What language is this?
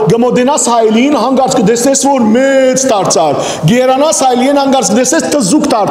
Western Armenian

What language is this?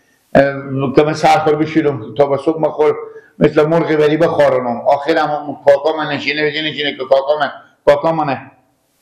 Persian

